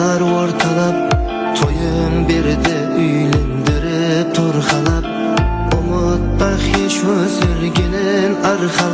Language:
Kara-Kalpak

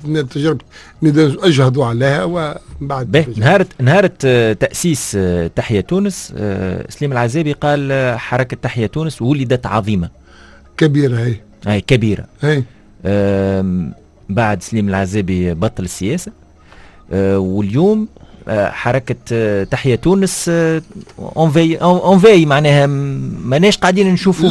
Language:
Tunisian Arabic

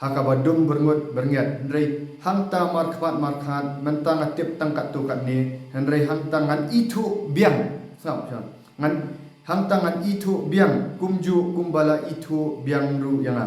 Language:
Khasi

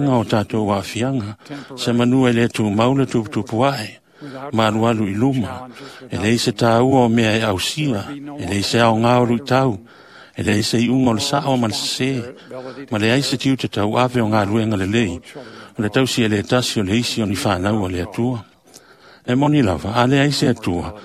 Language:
Samoan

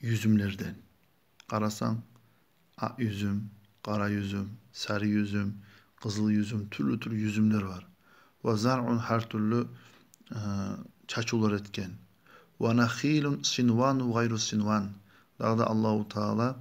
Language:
Kumyk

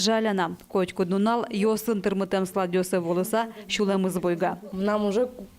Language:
Udmurt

